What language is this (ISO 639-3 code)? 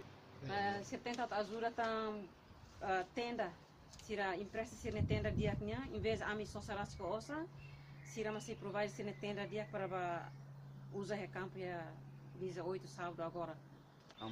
tet